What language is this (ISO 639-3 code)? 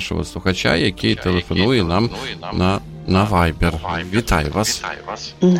ukr